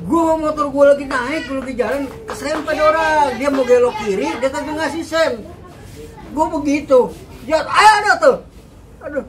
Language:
Betawi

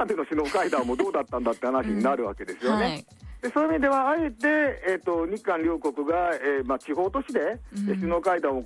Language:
Japanese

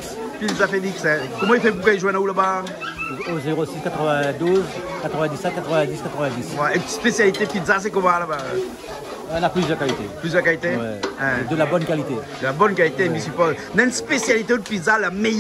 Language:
Réunion Creole French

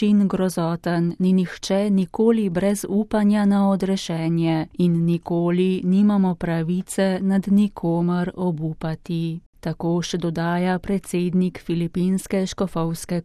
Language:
Slovenian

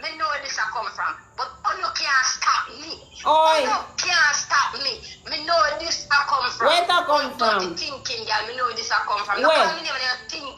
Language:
Jamaican Creole English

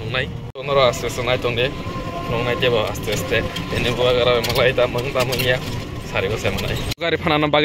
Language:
Kok Borok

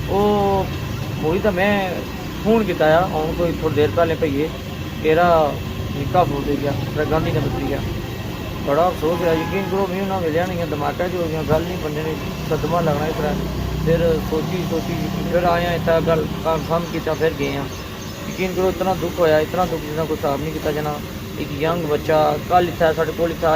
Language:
Pahari-Potwari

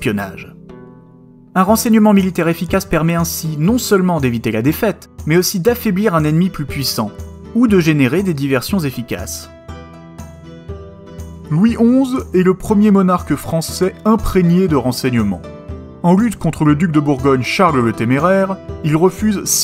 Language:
French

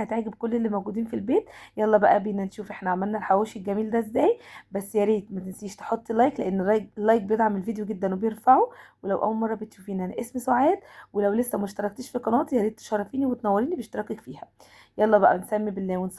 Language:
Egyptian Arabic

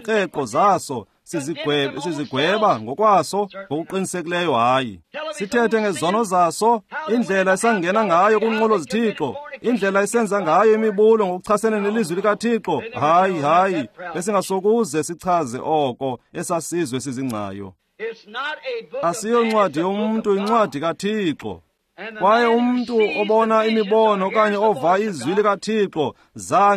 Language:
Xhosa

